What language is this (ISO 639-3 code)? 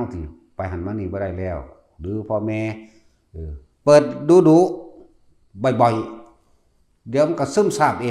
tts